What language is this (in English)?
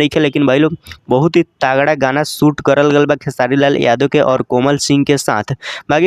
Bhojpuri